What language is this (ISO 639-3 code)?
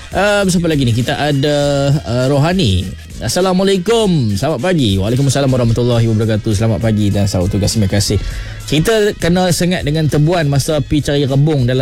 msa